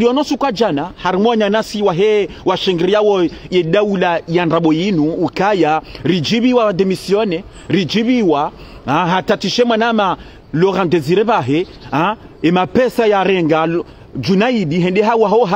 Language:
Ngazidja Comorian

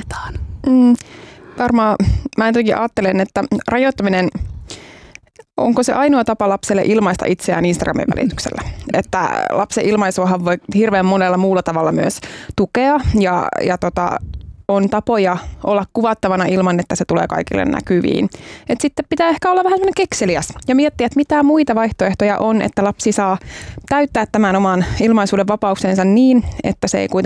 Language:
Finnish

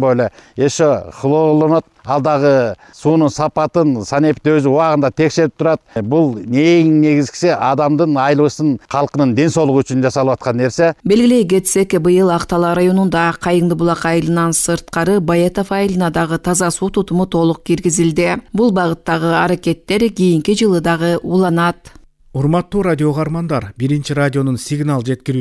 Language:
Kyrgyz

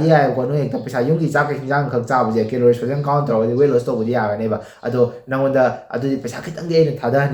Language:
Manipuri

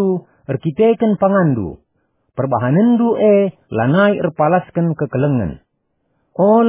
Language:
Batak Karo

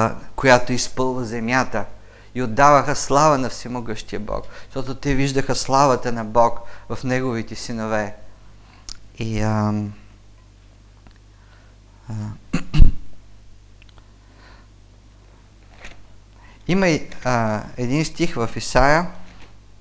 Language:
Bulgarian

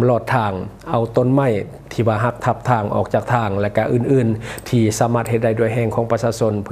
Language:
Lao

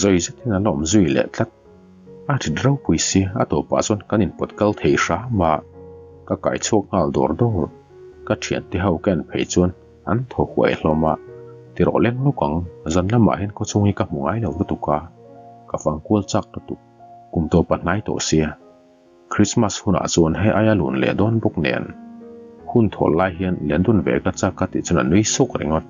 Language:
Mizo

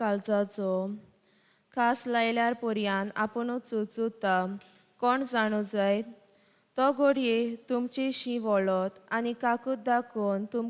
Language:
Konkani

